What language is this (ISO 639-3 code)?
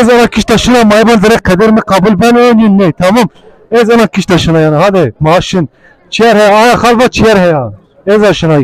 zza